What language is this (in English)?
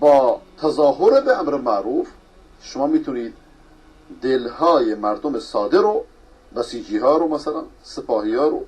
Persian